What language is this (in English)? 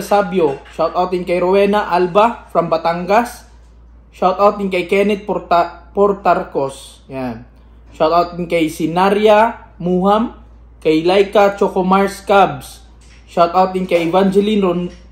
Filipino